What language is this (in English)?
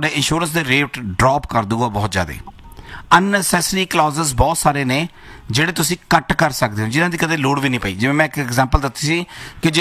Punjabi